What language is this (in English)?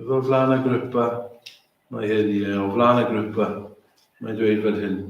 Welsh